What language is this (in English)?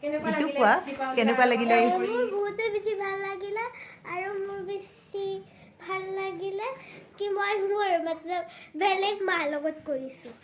Assamese